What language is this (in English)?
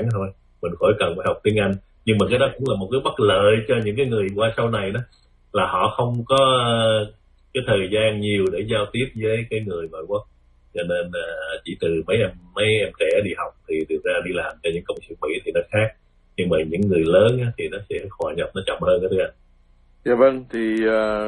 Vietnamese